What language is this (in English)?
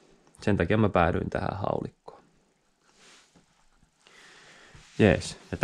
Finnish